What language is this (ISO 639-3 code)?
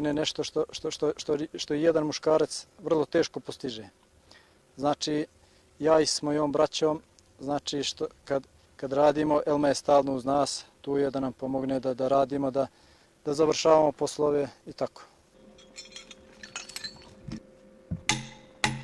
bos